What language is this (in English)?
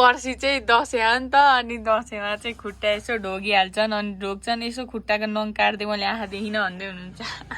Nepali